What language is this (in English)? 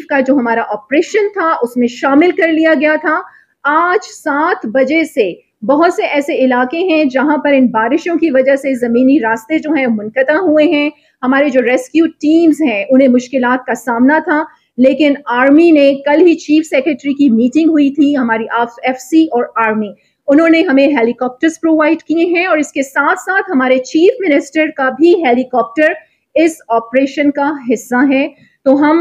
Urdu